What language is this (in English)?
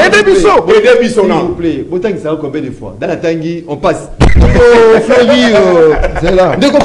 French